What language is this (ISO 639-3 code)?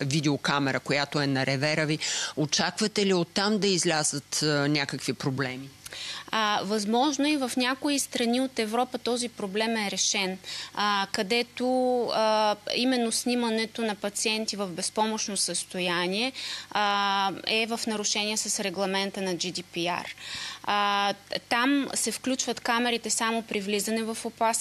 bul